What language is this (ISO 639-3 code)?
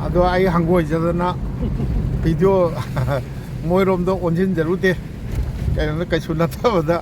mni